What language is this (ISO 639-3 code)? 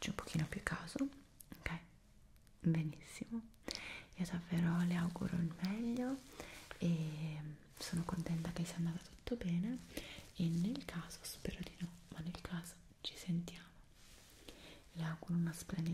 ita